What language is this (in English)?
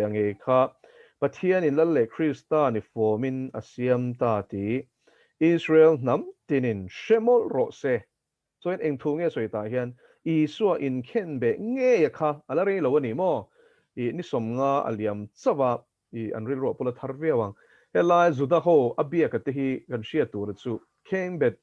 Mizo